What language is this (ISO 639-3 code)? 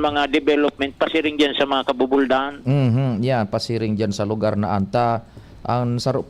bik